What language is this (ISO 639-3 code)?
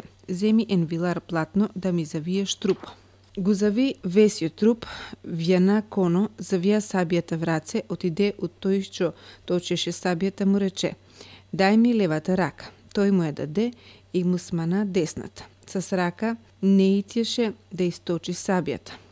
mkd